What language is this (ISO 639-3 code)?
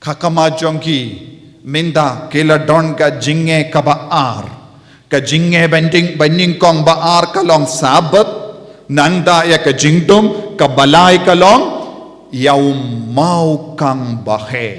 kha